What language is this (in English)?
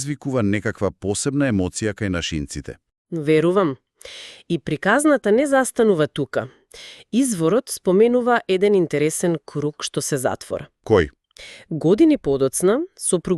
Macedonian